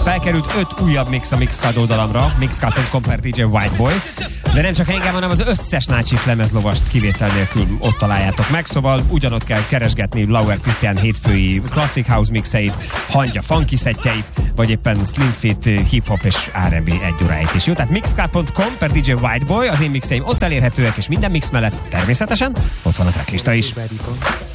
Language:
Hungarian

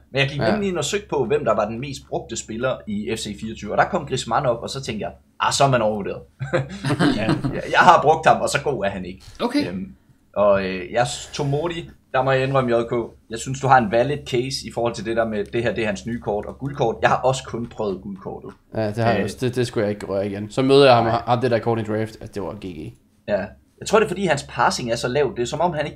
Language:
Danish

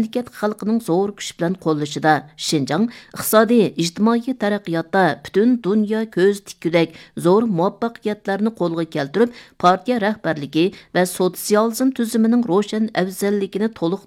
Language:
Uyghur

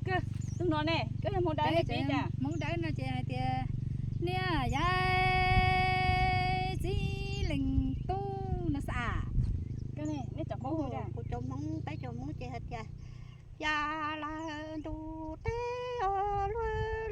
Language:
Hmong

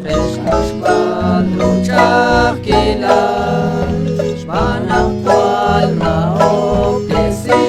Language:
Kekchí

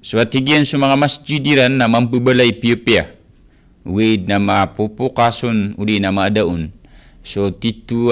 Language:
Maranao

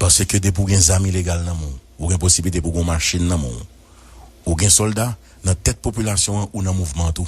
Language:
Haitian Creole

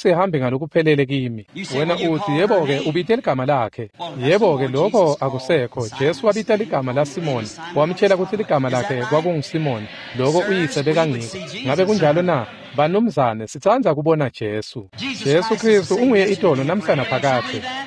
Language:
Swati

